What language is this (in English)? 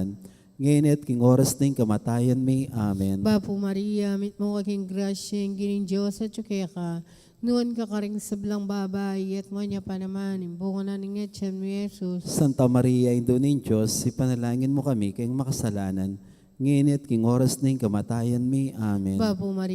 Pampanga